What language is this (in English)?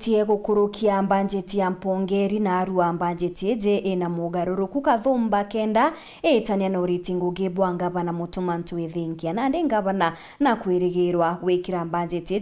Meru